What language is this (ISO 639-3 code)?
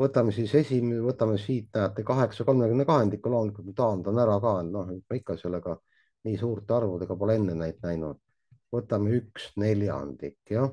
est